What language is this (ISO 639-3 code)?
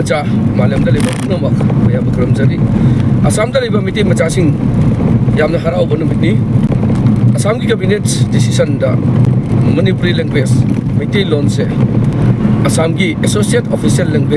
mni